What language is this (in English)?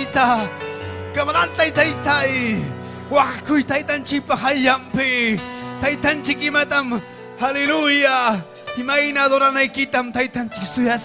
Ayacucho Quechua